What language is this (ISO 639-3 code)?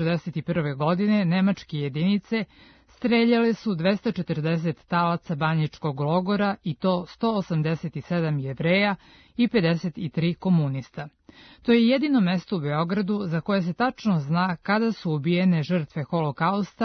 srp